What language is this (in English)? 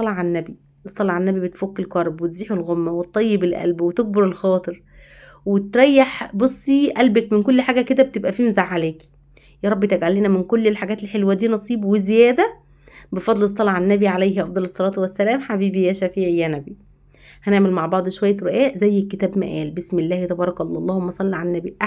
Egyptian Arabic